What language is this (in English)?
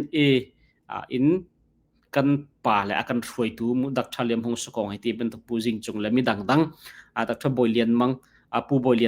Hakha Chin